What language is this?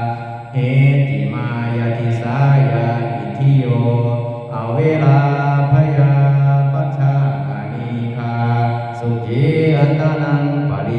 Pali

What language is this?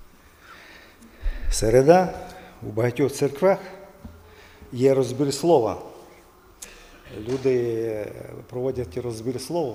Ukrainian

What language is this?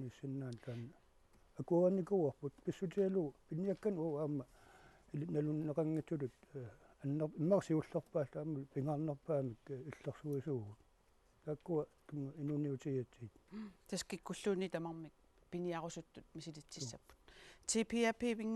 Kalaallisut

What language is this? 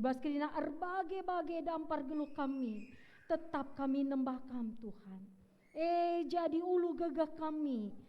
Batak Karo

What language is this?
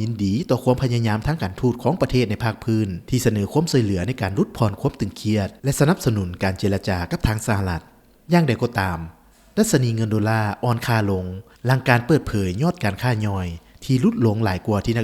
Lao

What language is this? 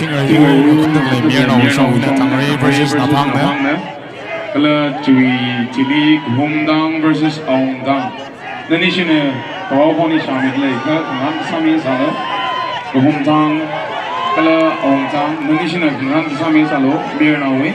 Tangkhul Naga (India)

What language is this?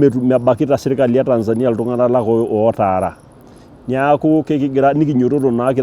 Masai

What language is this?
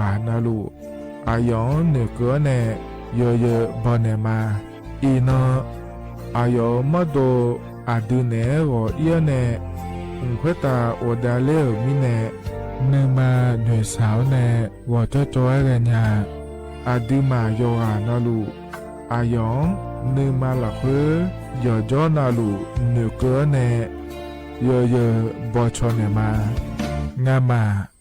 Akha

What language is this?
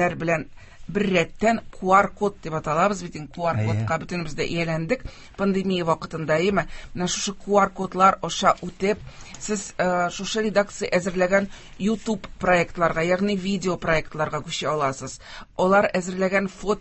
Tatar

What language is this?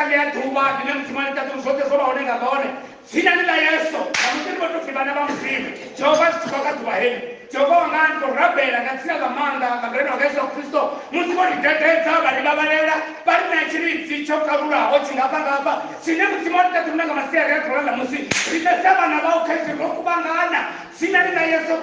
Venda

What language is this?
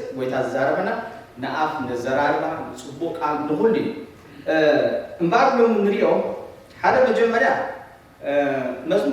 Tigrinya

